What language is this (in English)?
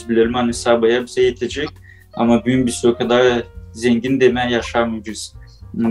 Gagauz